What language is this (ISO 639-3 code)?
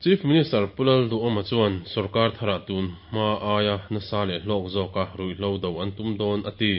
lus